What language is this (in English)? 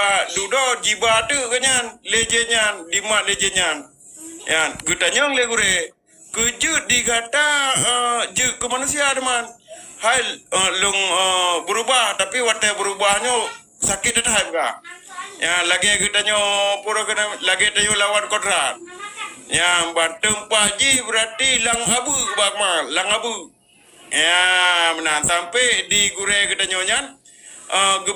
Achinese